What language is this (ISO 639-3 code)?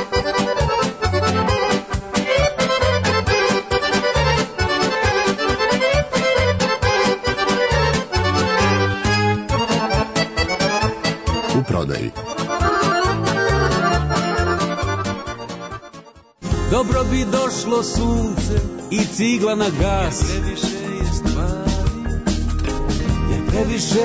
srp